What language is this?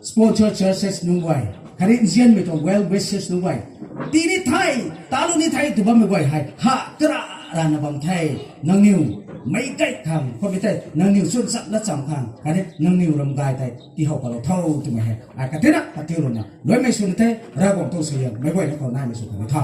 Rongmei Naga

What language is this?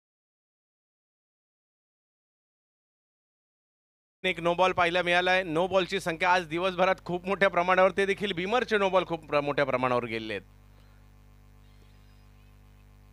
Marathi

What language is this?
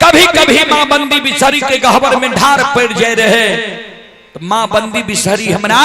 Maithili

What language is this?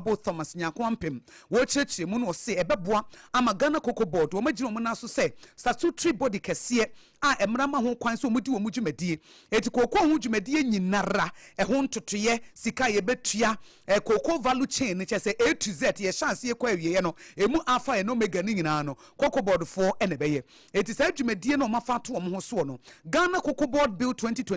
Akan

